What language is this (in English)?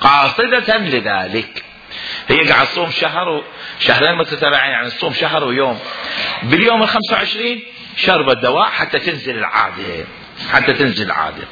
Mesopotamian Arabic